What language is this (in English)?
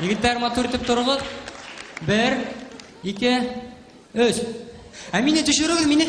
Bashkir